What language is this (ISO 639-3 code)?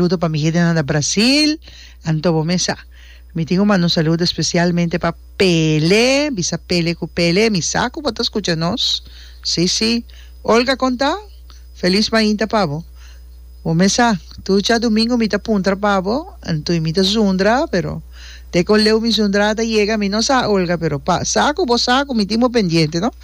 pap